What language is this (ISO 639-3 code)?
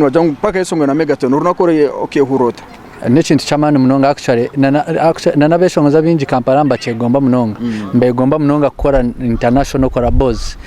nyn